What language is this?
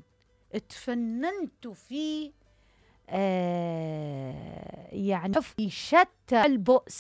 Mesopotamian Arabic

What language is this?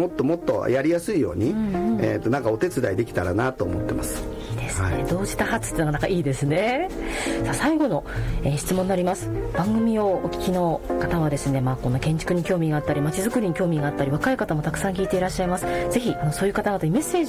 Japanese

